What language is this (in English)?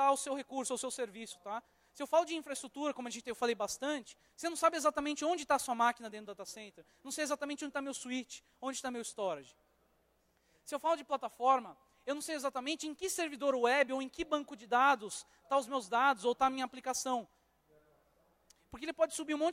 Portuguese